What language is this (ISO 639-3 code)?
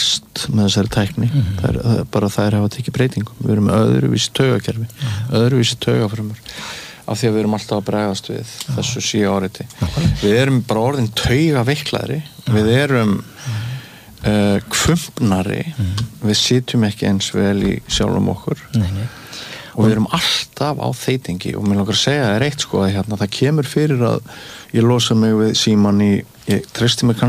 isl